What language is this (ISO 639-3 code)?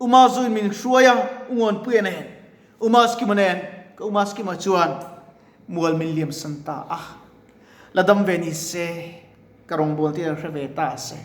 lus